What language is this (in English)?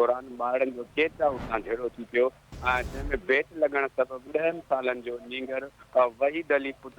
Sindhi